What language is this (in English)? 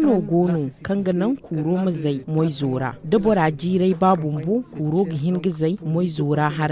Zarma